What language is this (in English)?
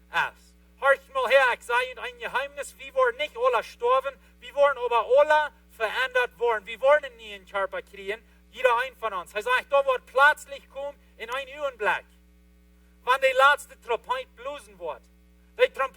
Plautdietsch